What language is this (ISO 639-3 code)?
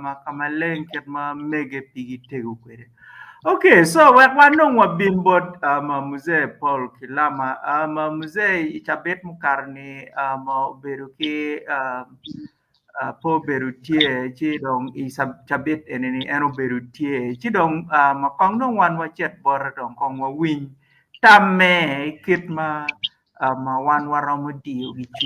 ach